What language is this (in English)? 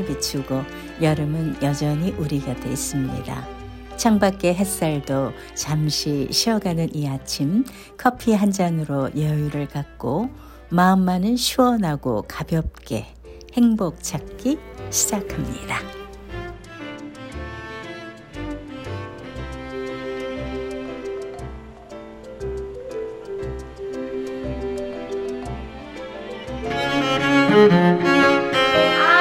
Korean